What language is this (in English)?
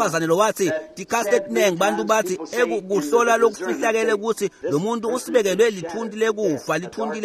Swati